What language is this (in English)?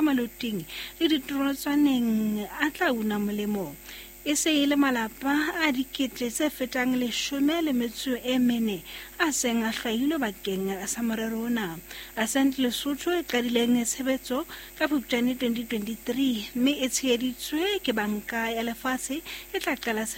Southern Sotho